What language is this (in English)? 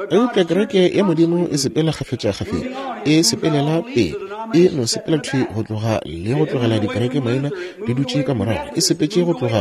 Northern Sotho